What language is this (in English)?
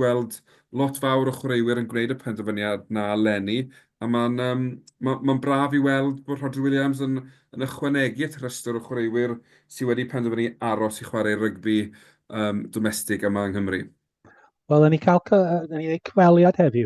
Welsh